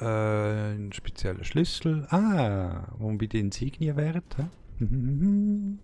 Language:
Swiss German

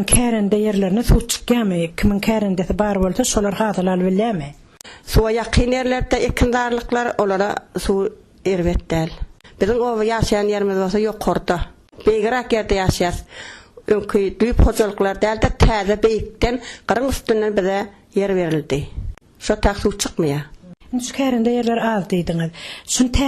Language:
Turkmen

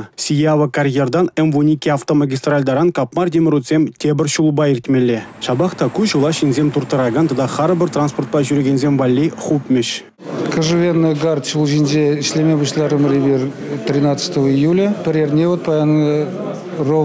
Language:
Chuvash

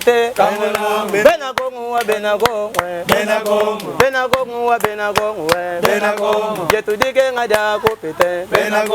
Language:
Luba-Lulua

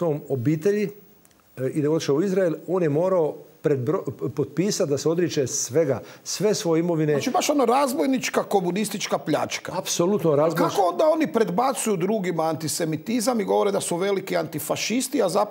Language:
Croatian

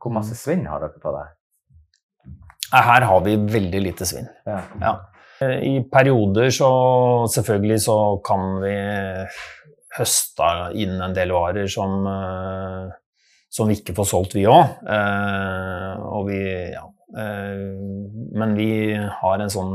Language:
Norwegian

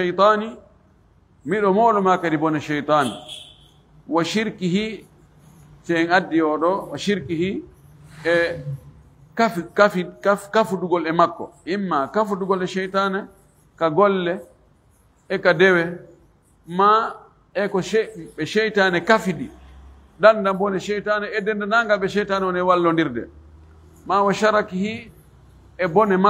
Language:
Fula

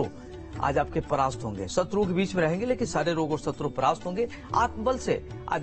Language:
Hindi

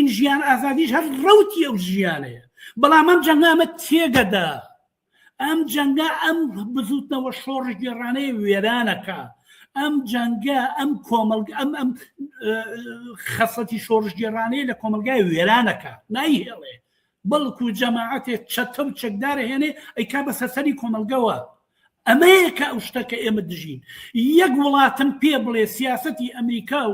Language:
Central Kurdish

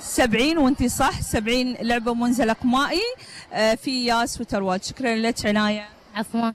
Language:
Gulf Arabic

